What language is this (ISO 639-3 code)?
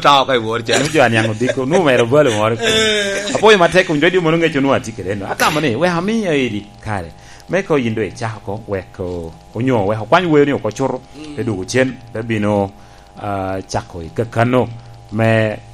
laj